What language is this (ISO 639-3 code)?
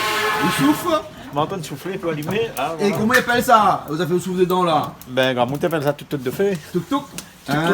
rcf